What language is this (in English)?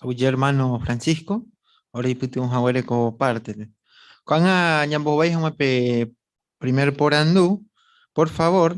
Guarani